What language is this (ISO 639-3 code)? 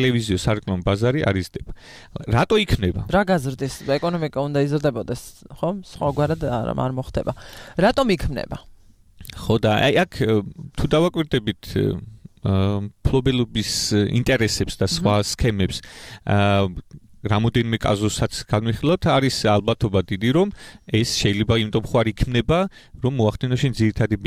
kat